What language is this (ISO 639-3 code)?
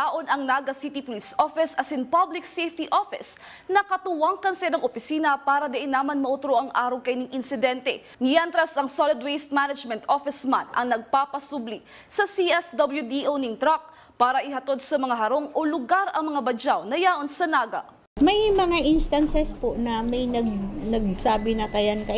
bik